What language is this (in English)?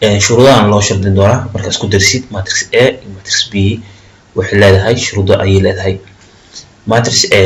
Somali